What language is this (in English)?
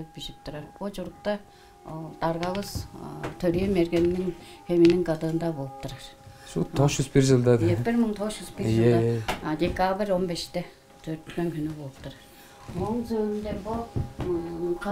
Tuvinian